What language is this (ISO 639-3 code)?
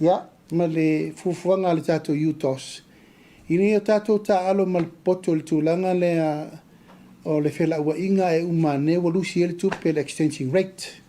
smo